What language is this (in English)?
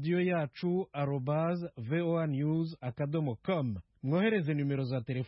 Kinyarwanda